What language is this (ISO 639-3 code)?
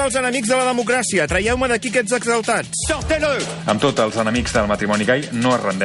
cat